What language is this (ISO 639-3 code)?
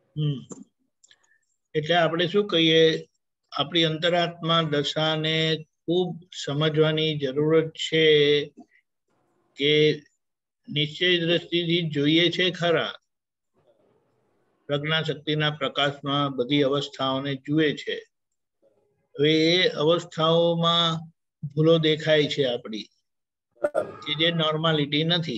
guj